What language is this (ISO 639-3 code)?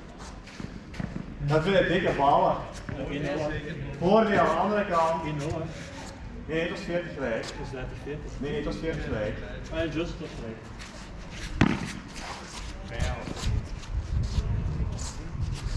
nld